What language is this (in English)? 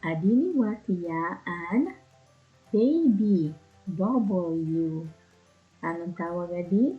Waray